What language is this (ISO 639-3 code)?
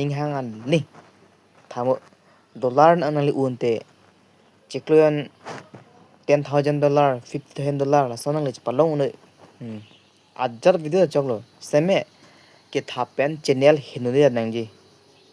mjw